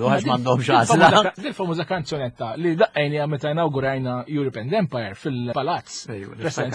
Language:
Maltese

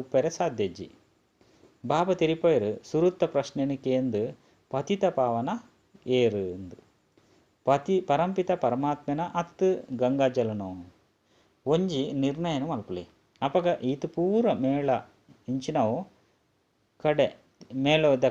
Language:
Tulu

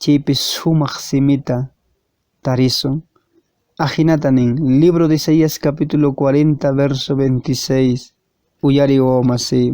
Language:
Quechua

